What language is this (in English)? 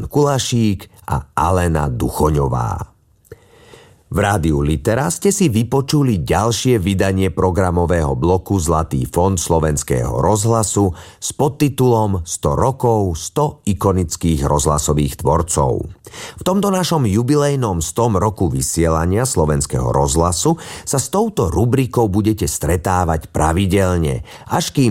Slovak